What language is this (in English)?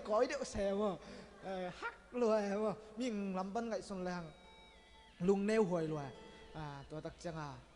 Tedim Chin